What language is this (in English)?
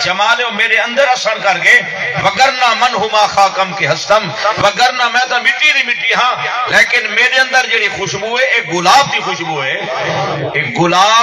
Saraiki